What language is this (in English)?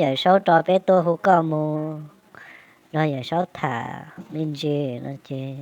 Hmong